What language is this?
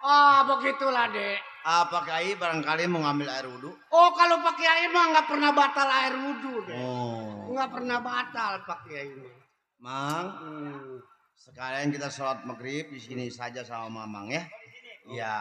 Betawi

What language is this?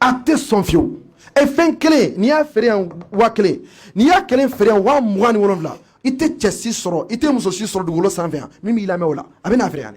Bambara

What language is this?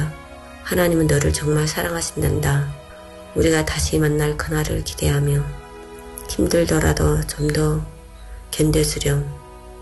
Korean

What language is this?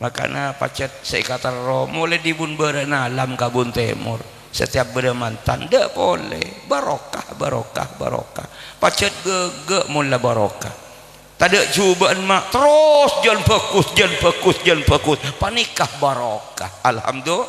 Madurese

